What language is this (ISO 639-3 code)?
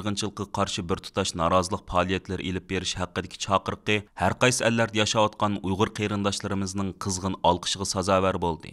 uig